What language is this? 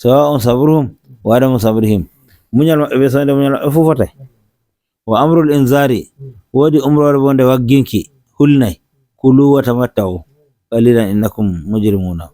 Nigerian Fulfulde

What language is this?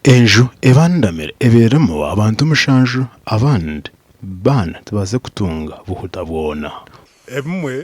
Nyankole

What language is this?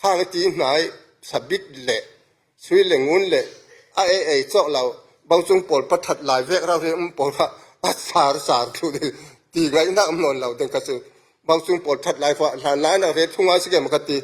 Falam Chin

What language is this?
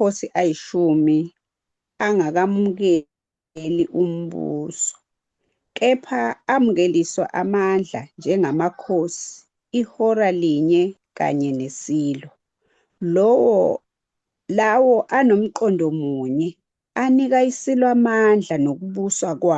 Zulu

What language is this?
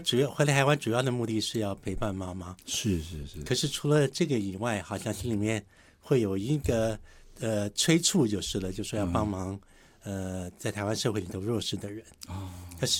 Chinese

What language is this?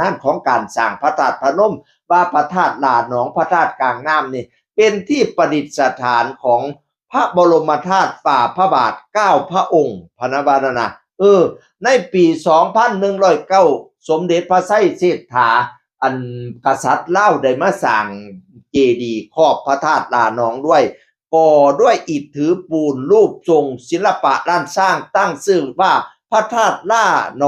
Northeastern Thai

